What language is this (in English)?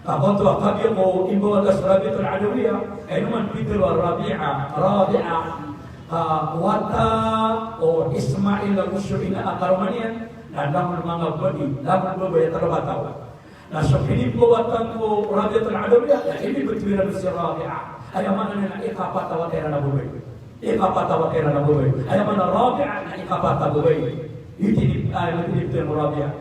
Maranao